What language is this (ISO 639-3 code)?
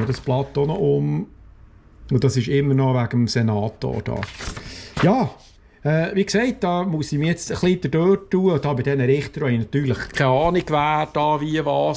gsw